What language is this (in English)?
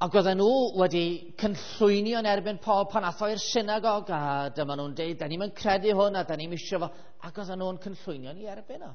Welsh